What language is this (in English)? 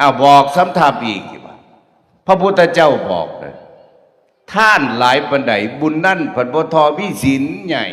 Northeastern Thai